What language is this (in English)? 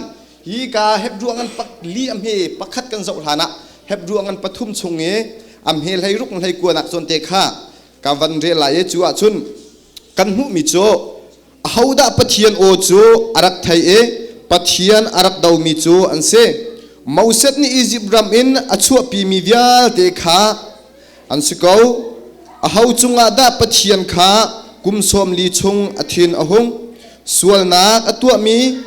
Hakha Chin